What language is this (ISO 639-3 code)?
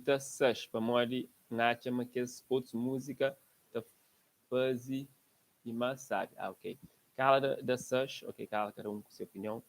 kea